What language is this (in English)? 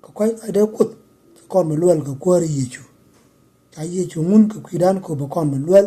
Nuer